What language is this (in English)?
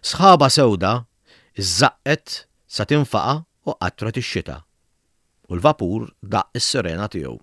Maltese